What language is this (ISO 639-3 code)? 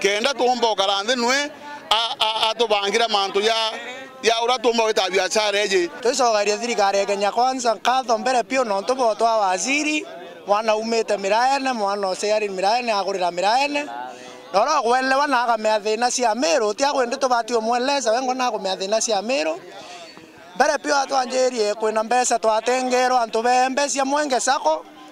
mer